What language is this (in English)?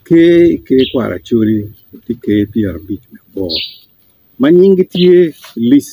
Acoli